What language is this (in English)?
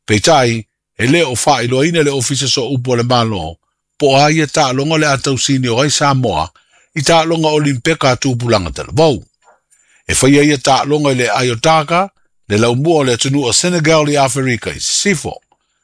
Samoan